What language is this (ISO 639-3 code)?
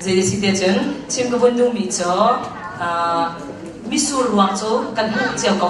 cnh